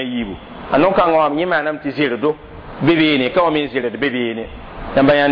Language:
Mossi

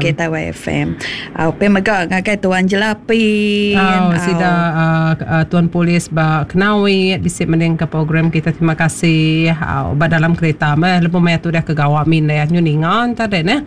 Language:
Iban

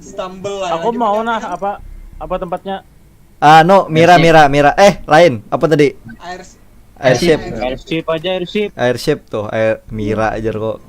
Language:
Banjar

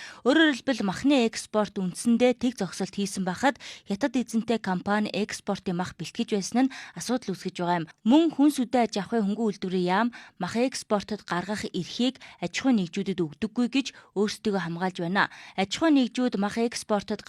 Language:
Mongolian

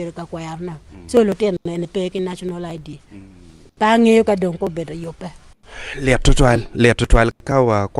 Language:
Acoli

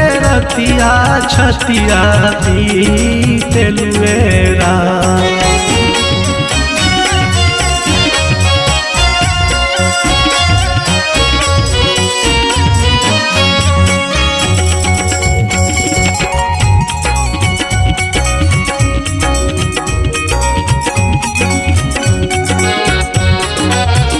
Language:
Bhojpuri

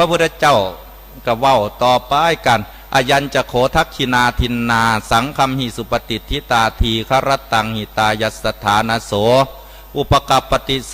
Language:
Northeastern Thai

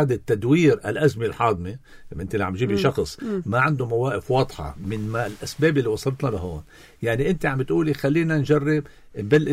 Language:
North Levantine Arabic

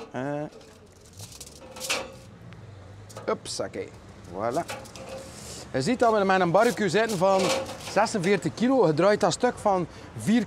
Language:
Dutch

